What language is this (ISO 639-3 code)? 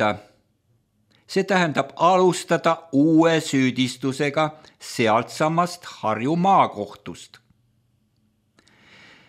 est